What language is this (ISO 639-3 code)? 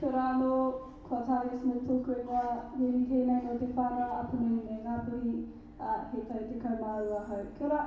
mri